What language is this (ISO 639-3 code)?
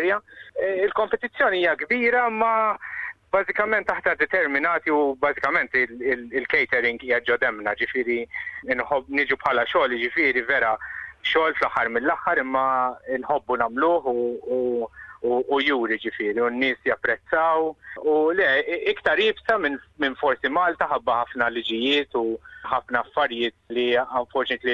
mlt